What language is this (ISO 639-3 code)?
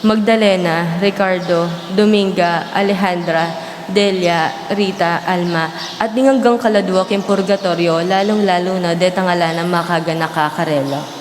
pam